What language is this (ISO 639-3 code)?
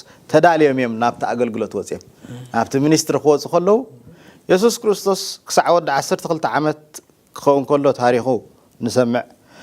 tir